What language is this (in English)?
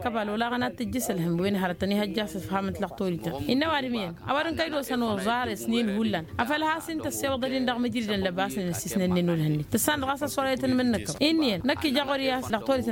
Tamasheq